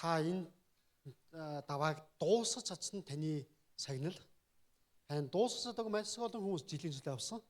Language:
Mongolian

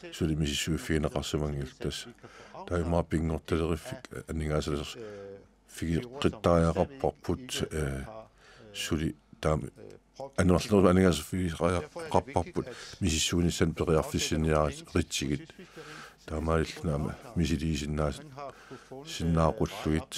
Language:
Kalaallisut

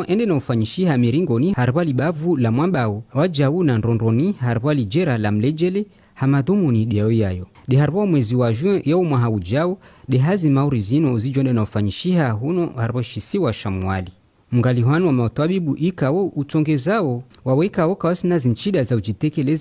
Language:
Ngazidja Comorian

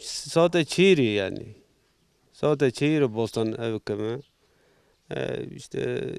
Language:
Zaza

